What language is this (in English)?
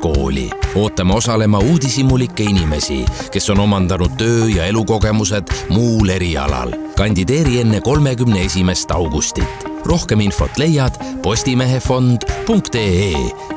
Estonian